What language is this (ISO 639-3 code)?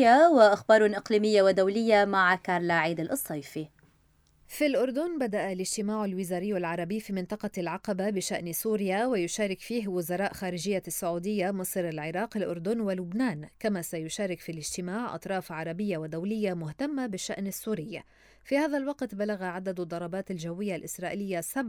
ara